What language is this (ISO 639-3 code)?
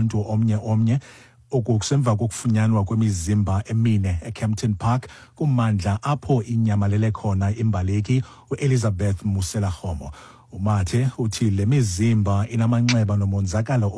xho